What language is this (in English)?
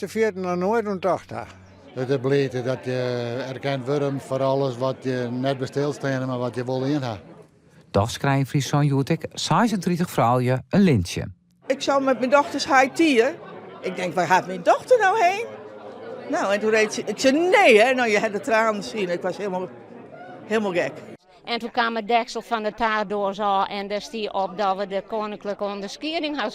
Western Frisian